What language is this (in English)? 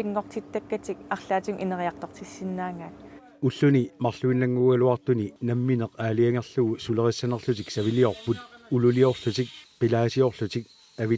Kalaallisut